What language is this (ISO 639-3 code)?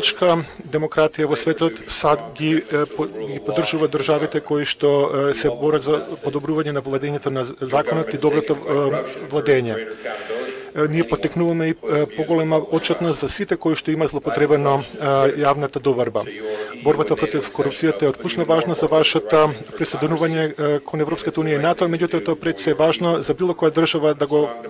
mkd